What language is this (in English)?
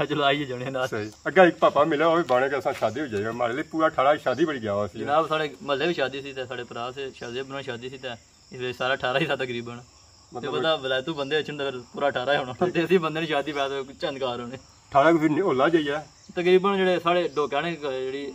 Pahari-Potwari